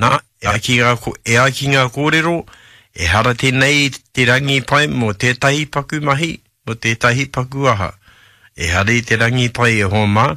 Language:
Māori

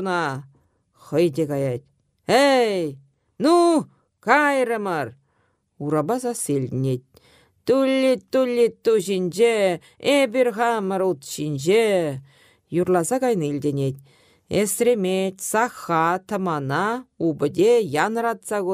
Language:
Chuvash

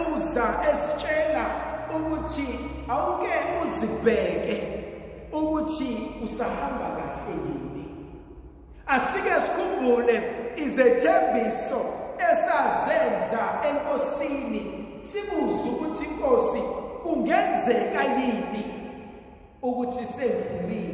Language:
Zulu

